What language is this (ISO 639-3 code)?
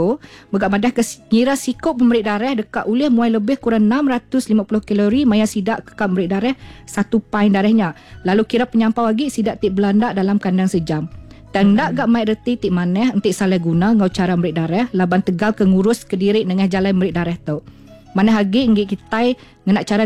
iba